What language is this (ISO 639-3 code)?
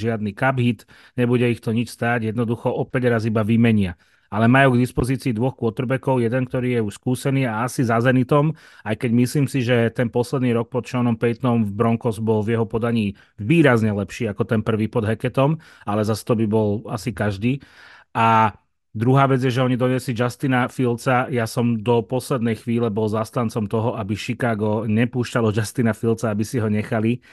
slk